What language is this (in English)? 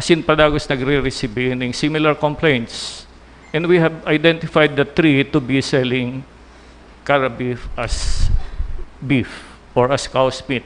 Bikol